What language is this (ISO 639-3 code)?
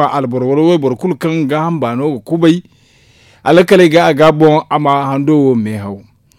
dje